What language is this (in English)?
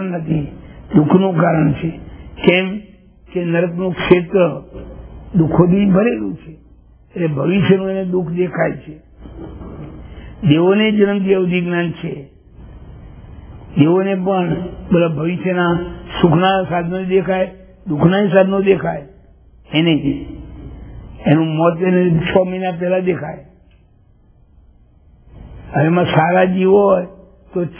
Gujarati